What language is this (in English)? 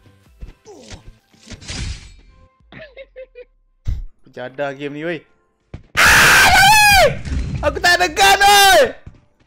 Malay